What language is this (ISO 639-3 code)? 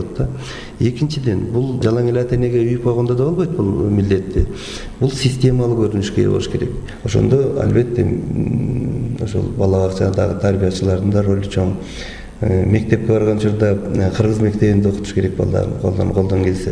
kir